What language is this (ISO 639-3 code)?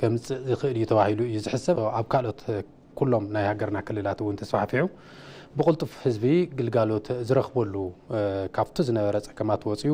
tir